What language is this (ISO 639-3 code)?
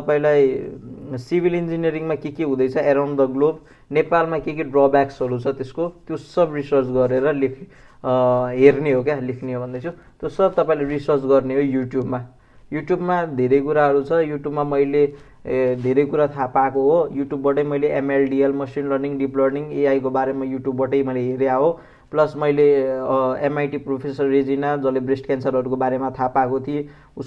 nep